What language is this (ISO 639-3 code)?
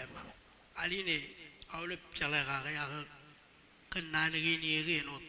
mah